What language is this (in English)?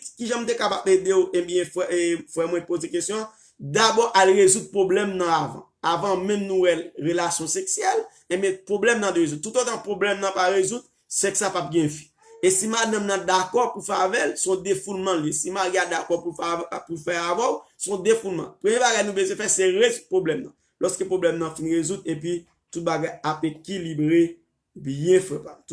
Haitian Creole